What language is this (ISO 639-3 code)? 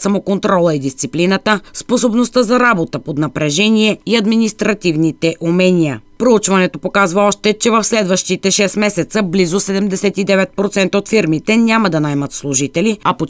bul